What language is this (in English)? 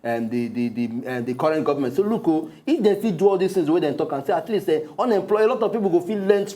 Nigerian Pidgin